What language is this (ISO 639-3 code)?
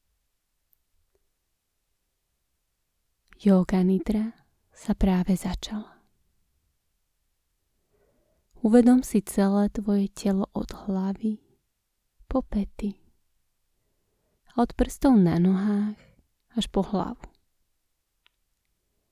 slk